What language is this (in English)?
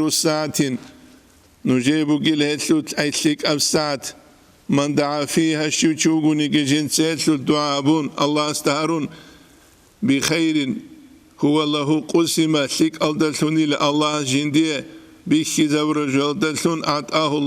Avaric